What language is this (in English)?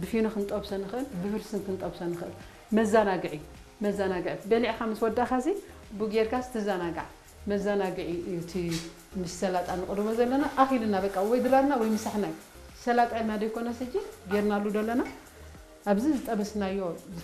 Tigrinya